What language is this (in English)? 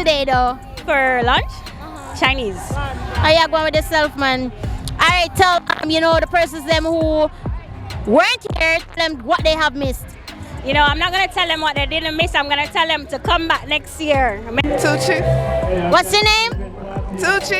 Jamaican Creole English